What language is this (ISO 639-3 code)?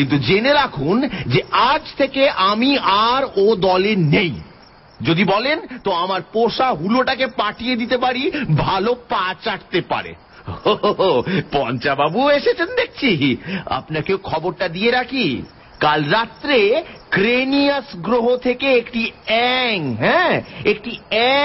ben